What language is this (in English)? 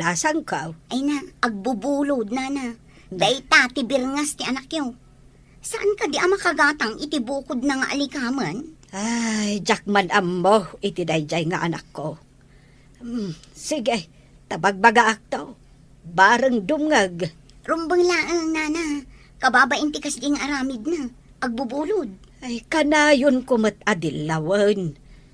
Iloko